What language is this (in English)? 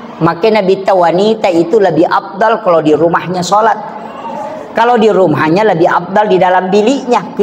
Buginese